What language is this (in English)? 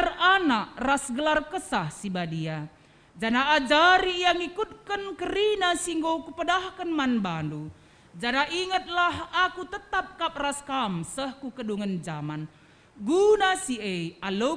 Batak Karo